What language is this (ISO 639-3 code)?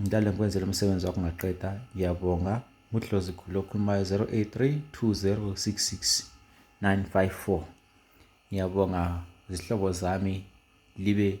zul